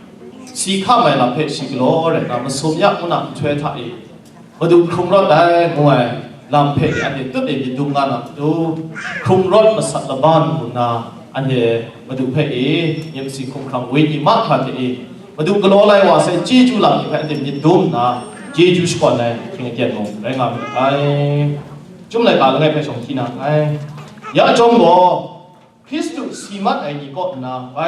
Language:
Kachin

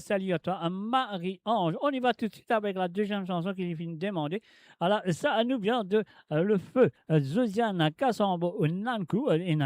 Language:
Morisyen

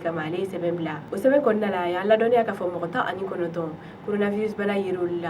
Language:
Bambara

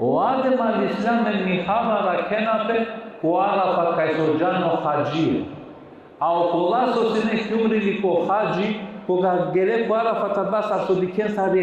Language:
Balkan Romani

